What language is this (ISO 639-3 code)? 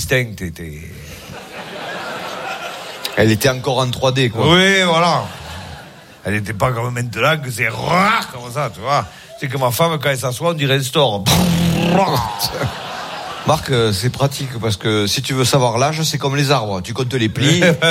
fra